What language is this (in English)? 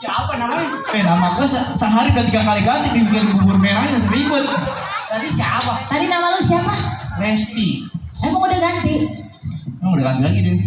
Betawi